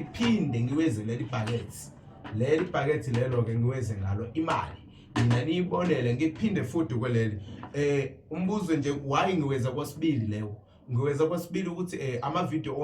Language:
Zulu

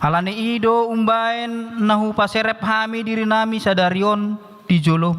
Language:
Batak Toba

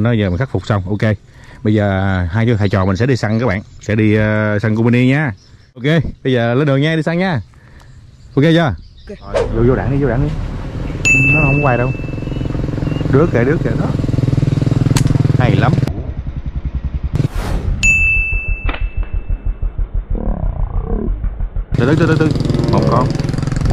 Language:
Vietnamese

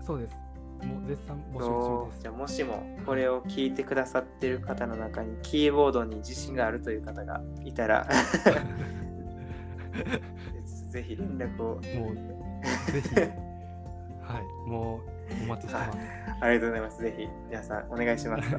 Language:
Japanese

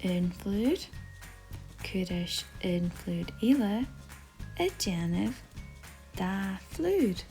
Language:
Scottish Gaelic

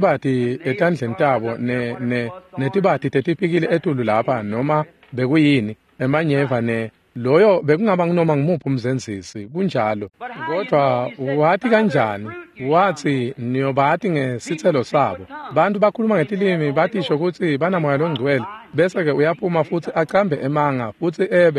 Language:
Swati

